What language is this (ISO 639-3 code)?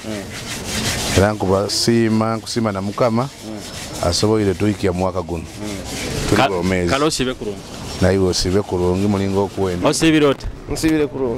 nyo